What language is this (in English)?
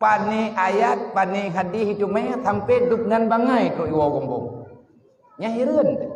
Achinese